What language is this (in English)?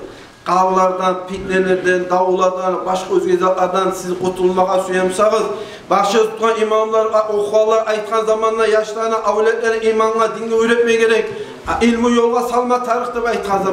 Kumyk